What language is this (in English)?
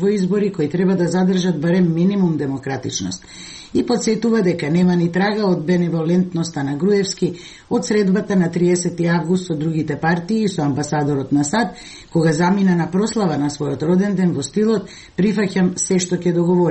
Macedonian